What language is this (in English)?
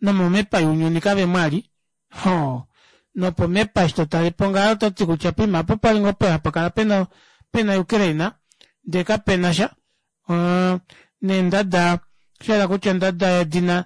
Kuanyama